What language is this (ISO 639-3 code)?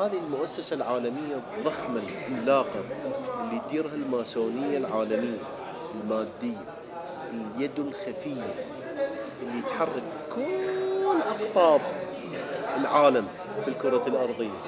acm